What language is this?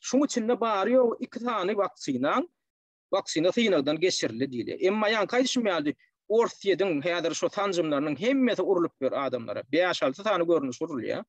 Turkmen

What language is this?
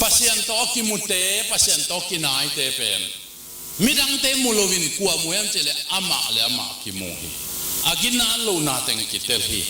Tedim Chin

